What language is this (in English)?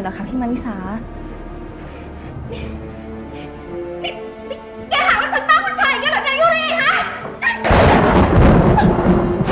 Thai